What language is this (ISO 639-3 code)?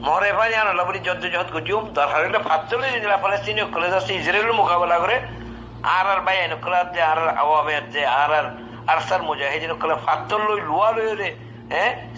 rhg